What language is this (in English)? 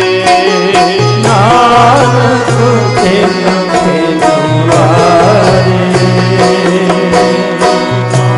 Punjabi